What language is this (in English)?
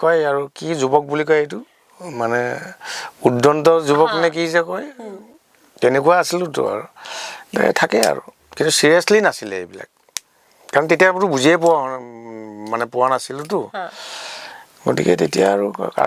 Assamese